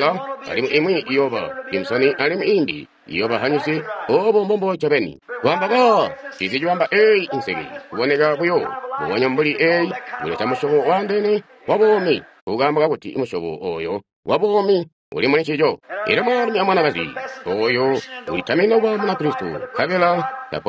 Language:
Tonga (Zambia)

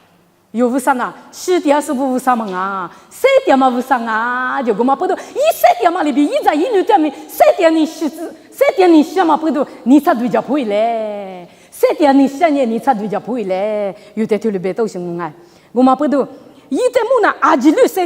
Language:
Lisu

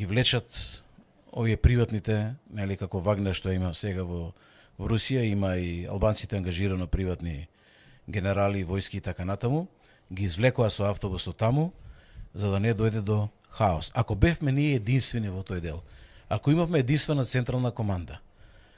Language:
Macedonian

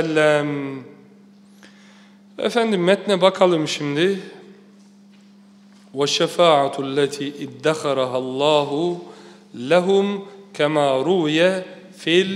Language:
Turkish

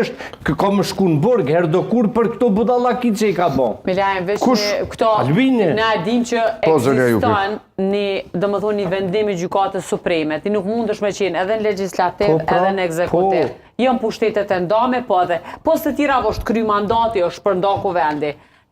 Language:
Albanian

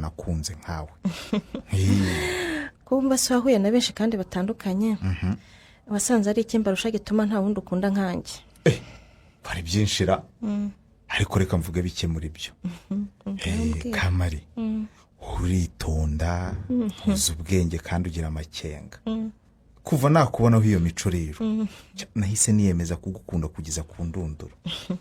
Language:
Kinyarwanda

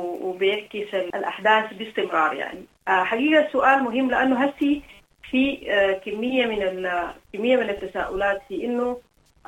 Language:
Sudanese Arabic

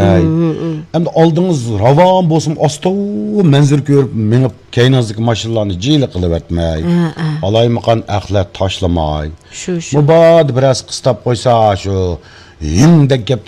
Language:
Uyghur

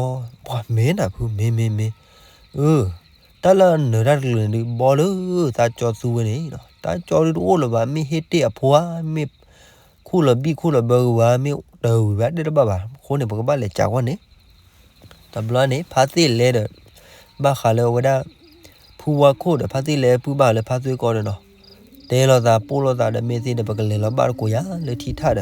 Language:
S'gaw Karen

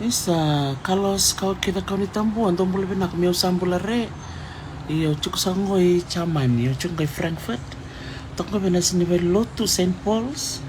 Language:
Fijian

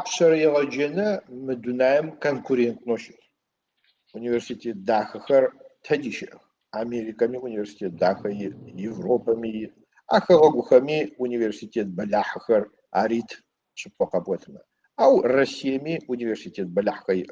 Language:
Adyghe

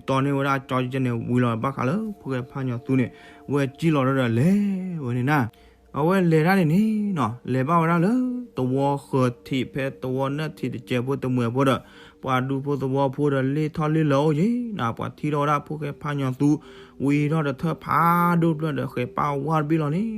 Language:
S'gaw Karen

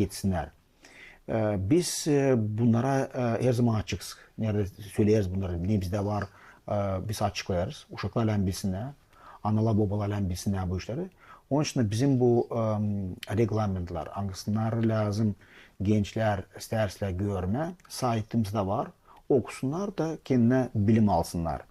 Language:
Gagauz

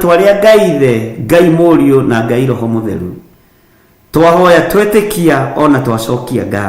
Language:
Kikuyu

